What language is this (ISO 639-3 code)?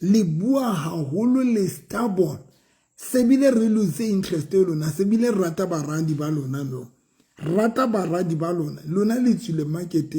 sot